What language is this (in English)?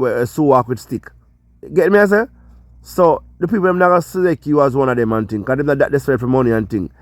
Jamaican Creole English